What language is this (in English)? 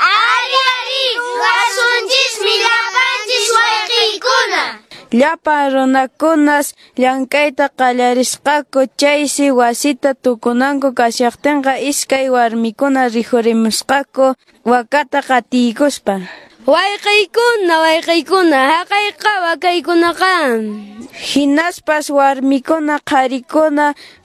Quechua